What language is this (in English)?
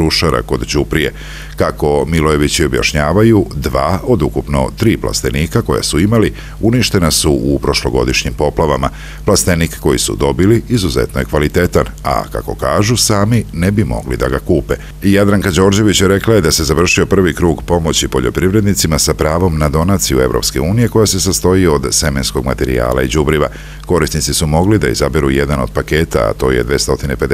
Serbian